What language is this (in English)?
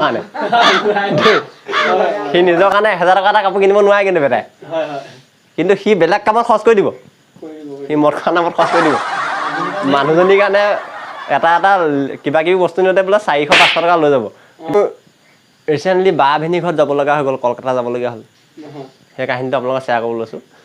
Assamese